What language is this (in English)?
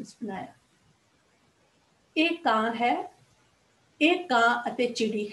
Punjabi